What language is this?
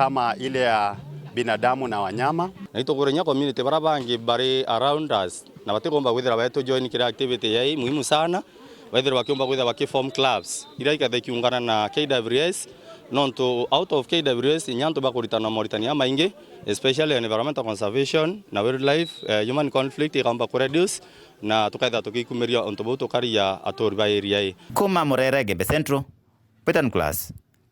Meru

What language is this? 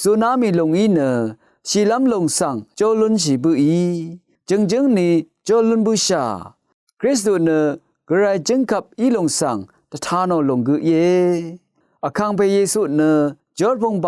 Rawang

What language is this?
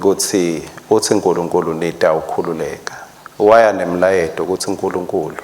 Swati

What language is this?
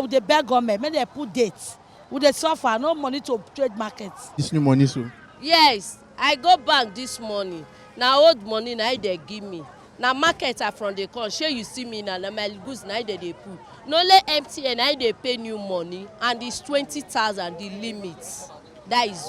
Nigerian Pidgin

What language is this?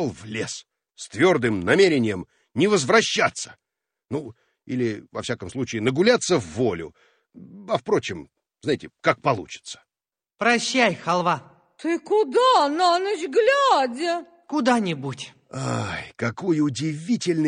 Russian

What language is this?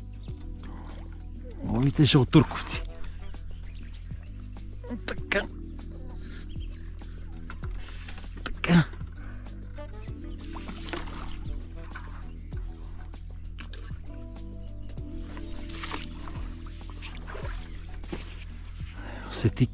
Bulgarian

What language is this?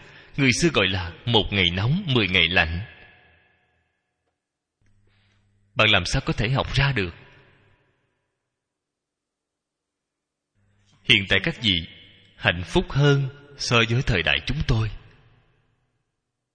Vietnamese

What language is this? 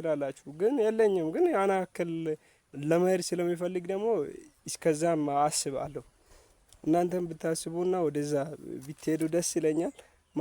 Amharic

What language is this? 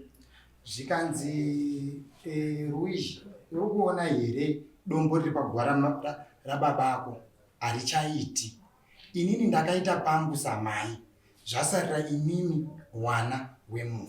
Shona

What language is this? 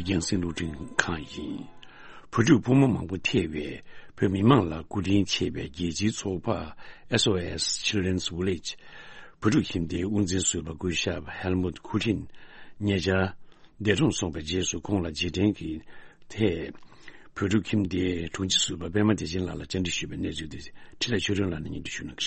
Tibetan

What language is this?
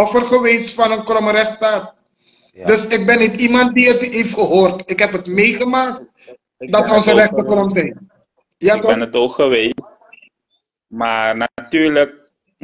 Dutch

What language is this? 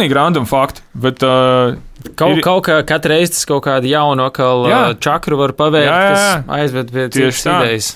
Latvian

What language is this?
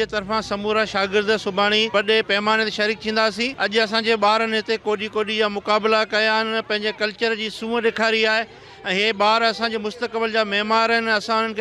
Sindhi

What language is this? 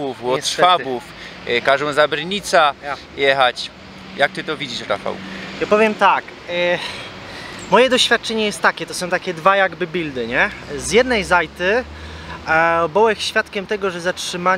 Silesian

